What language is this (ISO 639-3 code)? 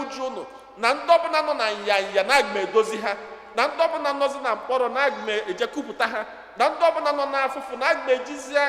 ibo